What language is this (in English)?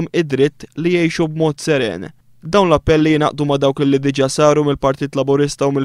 Maltese